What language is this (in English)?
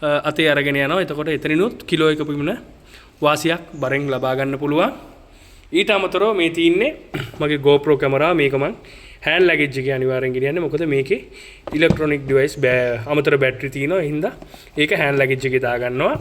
Sinhala